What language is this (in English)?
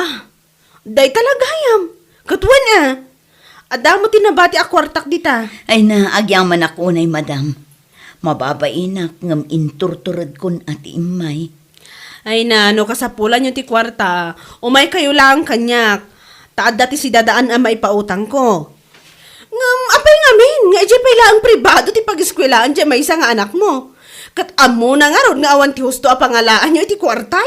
Iloko